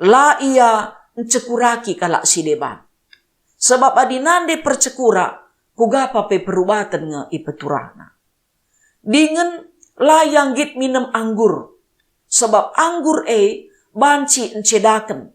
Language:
Batak Karo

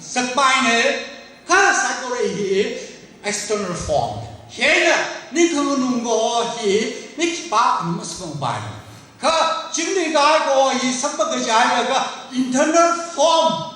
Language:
Tangkhul Naga (India)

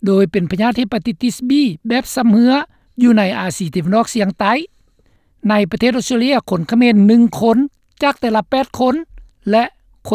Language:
Lao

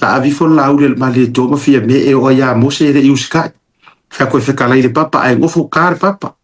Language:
Samoan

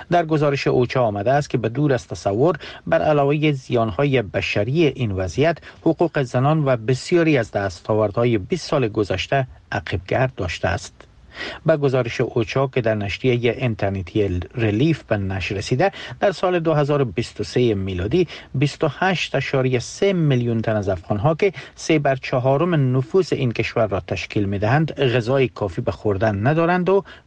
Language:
Persian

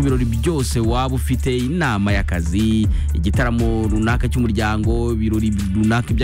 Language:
Kinyarwanda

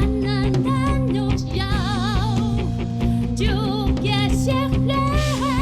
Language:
Atayal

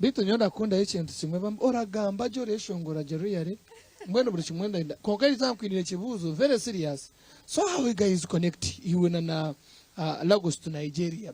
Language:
Nyankole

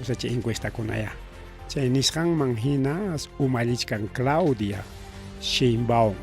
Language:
Ayacucho Quechua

